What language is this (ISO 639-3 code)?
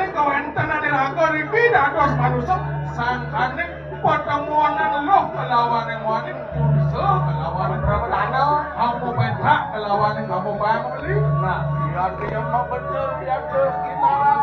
ban